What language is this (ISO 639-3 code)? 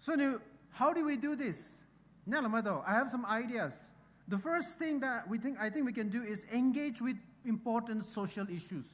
pmx